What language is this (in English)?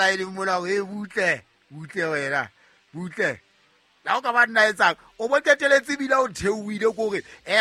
Southern Sotho